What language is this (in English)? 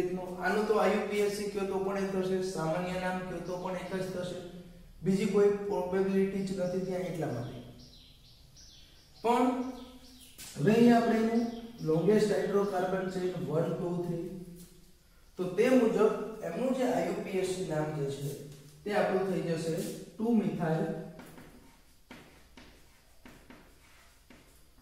Gujarati